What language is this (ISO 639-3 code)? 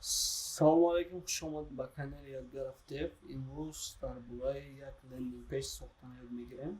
tgk